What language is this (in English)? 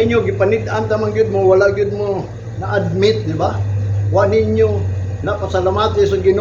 Cebuano